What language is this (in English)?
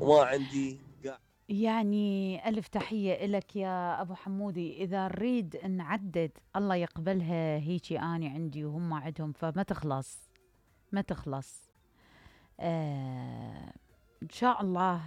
Mesopotamian Arabic